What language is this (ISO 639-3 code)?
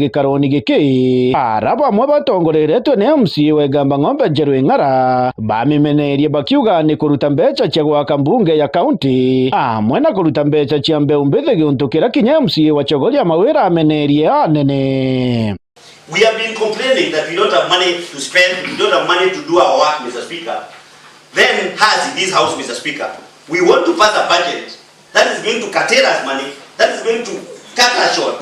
mer